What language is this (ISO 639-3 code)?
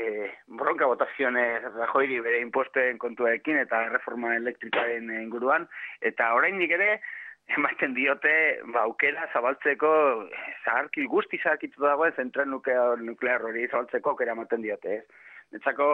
eus